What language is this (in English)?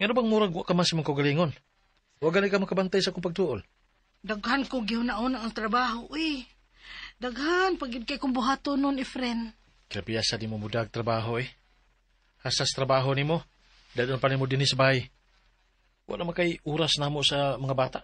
Cebuano